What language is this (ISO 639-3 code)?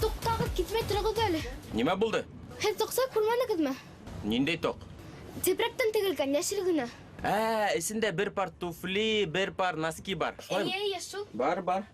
bak